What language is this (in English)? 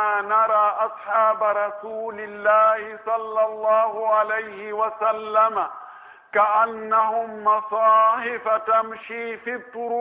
Pular